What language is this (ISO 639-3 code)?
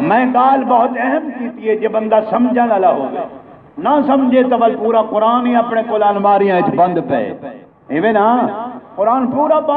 skr